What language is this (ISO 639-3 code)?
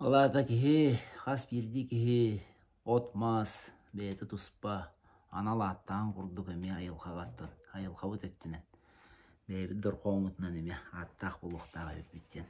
sah